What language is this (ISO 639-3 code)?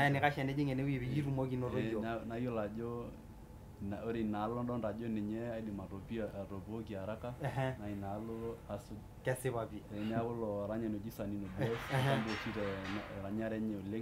mas